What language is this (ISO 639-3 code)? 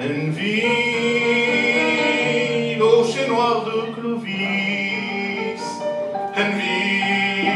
pcd